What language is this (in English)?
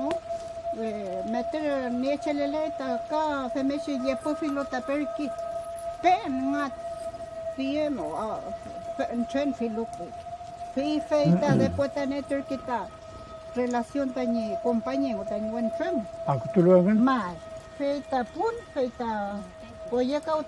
Mapuche